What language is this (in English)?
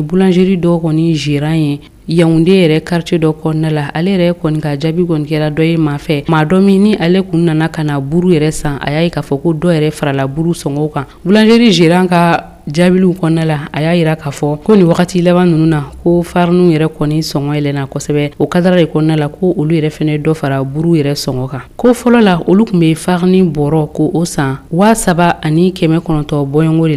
Bambara